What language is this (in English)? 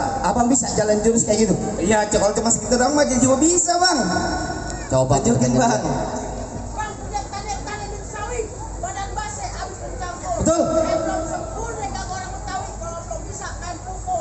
Betawi